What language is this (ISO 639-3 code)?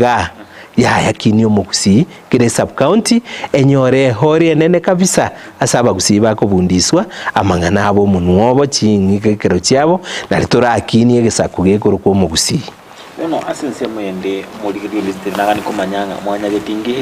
guz